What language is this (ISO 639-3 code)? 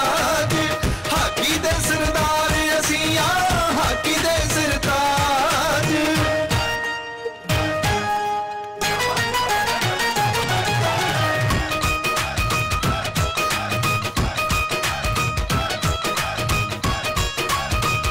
pan